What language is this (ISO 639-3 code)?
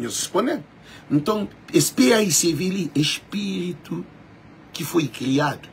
kea